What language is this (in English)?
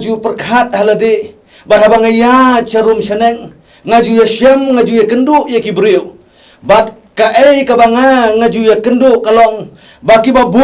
Khasi